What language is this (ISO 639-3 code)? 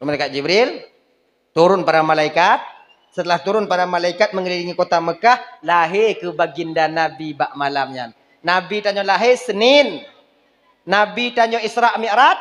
ace